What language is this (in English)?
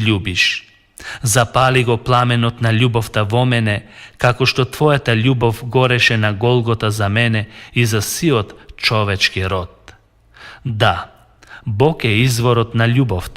Macedonian